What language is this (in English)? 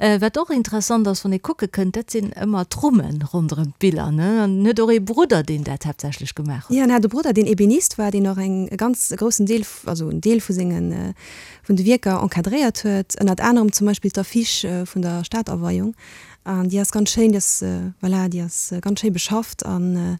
Luxembourgish